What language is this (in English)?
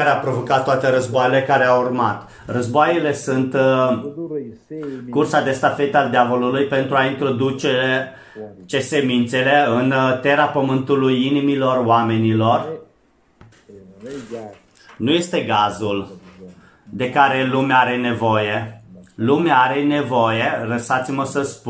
Romanian